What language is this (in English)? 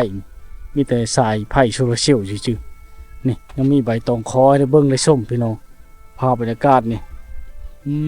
Lao